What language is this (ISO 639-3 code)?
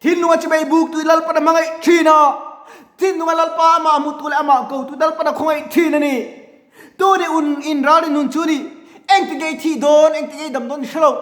lus